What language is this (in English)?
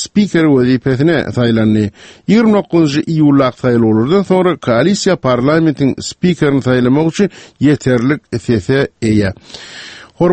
Turkmen